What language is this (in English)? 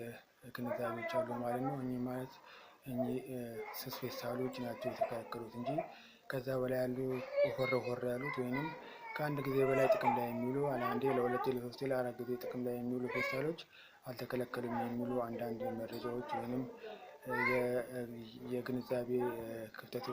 Amharic